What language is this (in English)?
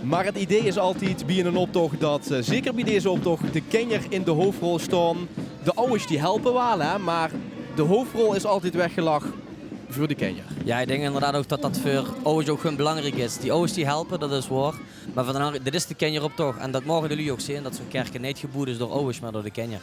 Limburgish